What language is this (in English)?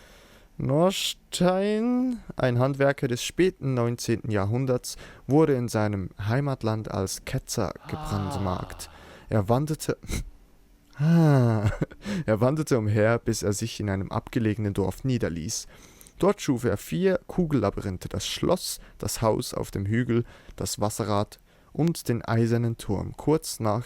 Swiss German